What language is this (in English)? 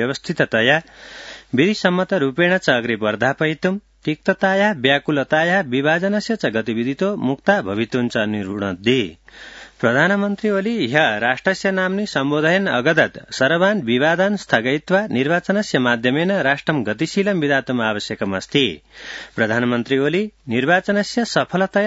Sanskrit